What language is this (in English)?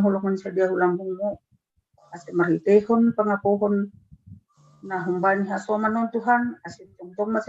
Batak Simalungun